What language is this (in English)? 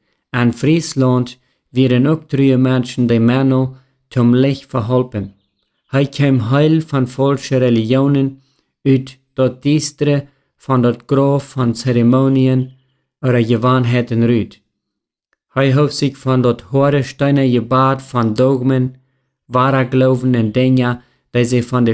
Plautdietsch